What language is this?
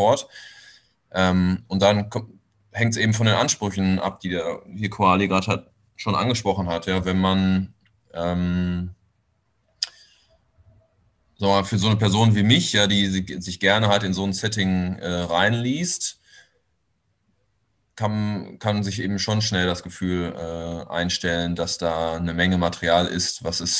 German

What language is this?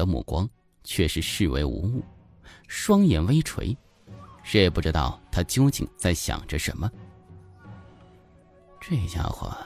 Chinese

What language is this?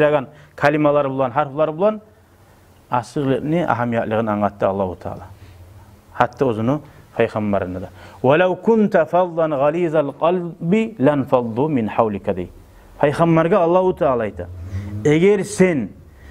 Kumyk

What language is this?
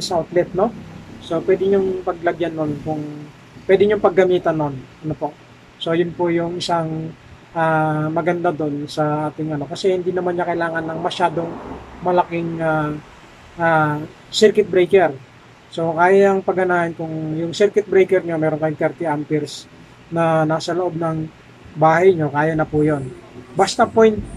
Filipino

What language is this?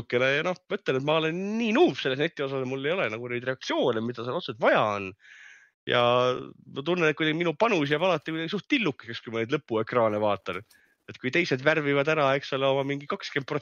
Estonian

